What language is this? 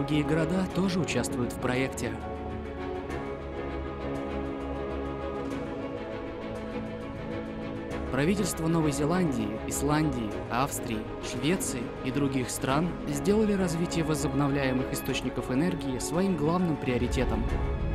Russian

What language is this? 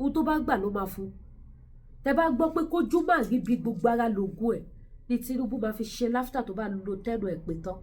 Yoruba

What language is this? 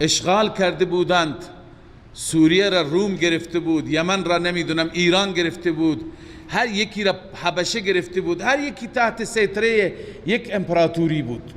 Persian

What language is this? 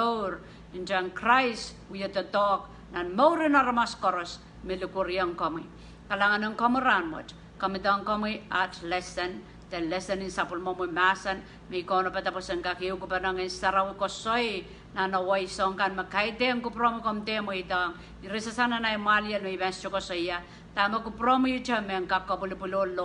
Pohnpeian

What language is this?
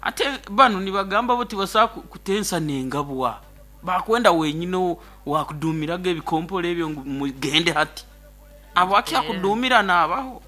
Nyankole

